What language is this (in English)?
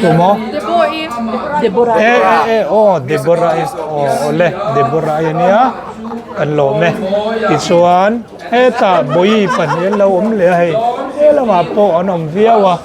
Mizo